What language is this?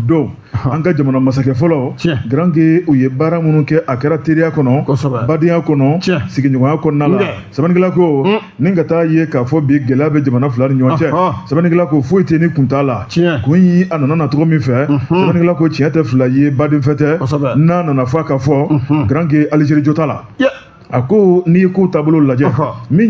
Bambara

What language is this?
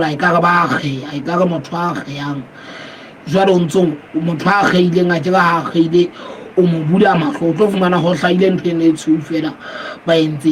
Southern Sotho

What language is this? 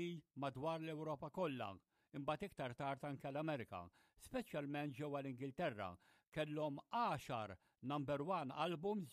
Maltese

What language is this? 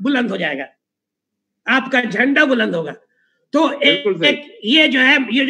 Urdu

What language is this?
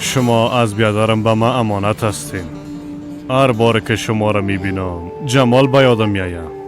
Persian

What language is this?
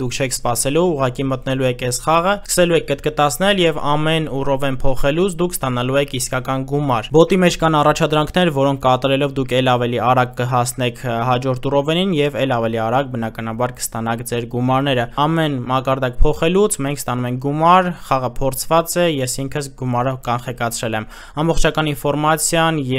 Armenian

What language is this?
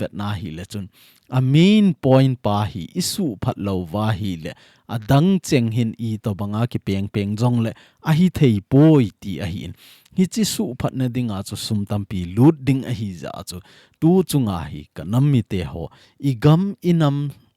Thado Chin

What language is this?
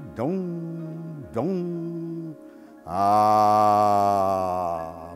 Breton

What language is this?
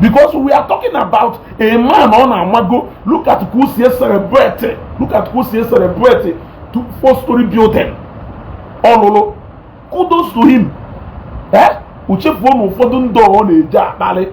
Igbo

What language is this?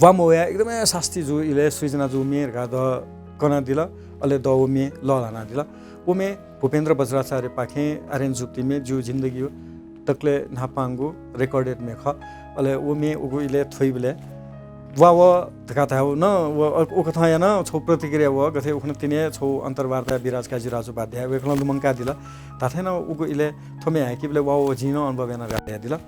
Newari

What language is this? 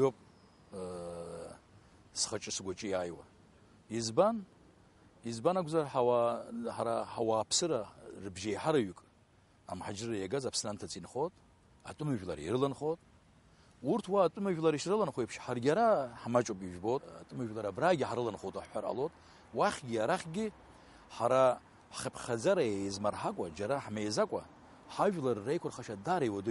Abkhazian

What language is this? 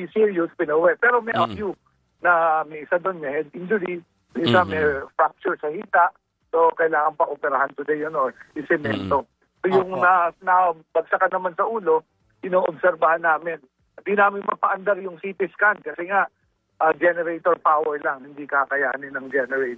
Filipino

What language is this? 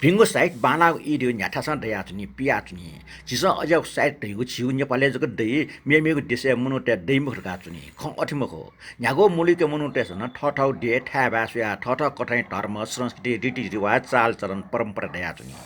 Newari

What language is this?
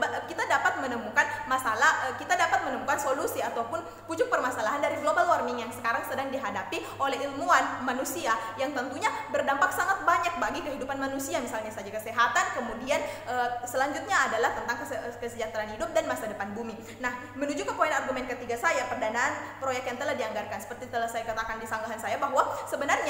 Indonesian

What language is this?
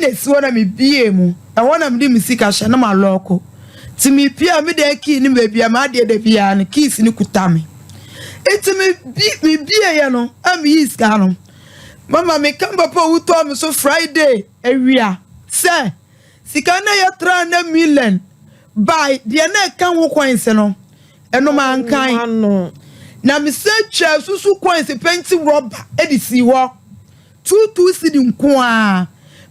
Akan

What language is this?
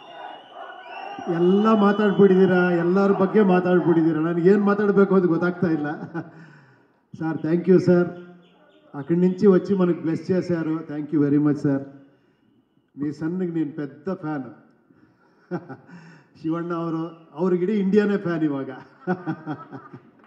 Kannada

